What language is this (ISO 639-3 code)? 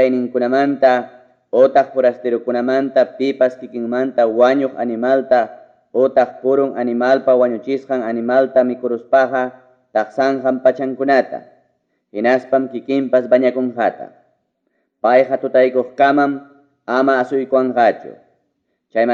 quy